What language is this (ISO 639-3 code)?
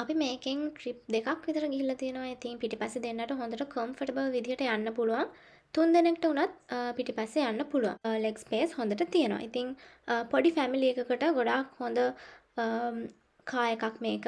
sin